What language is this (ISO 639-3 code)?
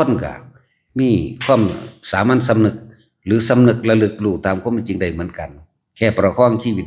lao